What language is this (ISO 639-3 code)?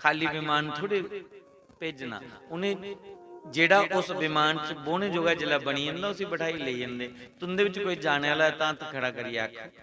doi